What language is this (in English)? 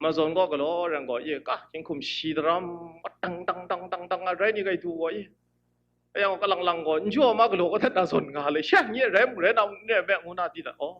Kachin